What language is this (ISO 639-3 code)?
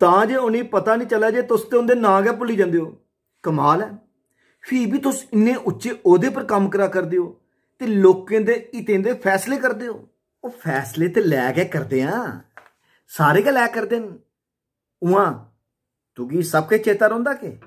doi